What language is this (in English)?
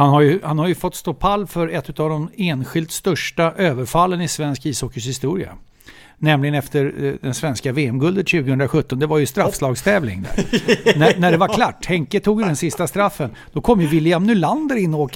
Swedish